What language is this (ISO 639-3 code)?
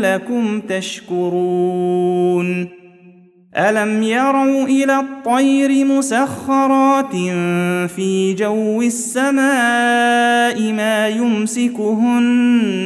ara